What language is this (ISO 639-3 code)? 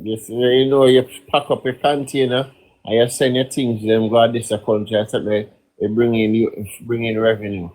jam